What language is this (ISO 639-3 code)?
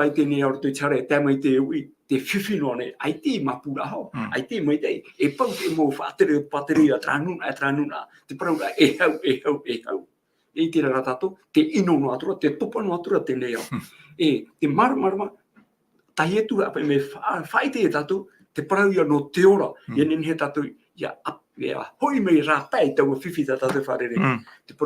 tah